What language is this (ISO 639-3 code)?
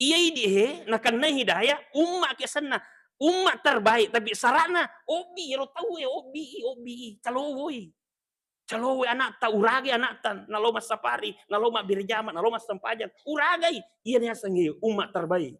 bug